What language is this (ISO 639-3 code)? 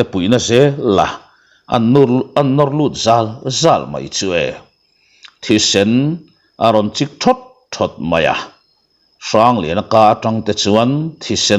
lus